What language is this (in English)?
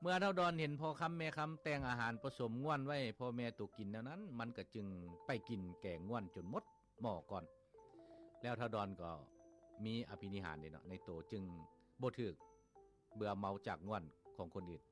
Lao